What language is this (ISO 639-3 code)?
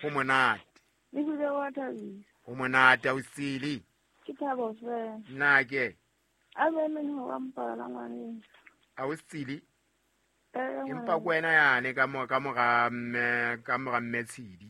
sot